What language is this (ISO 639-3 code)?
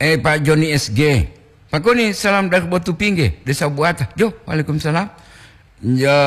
gor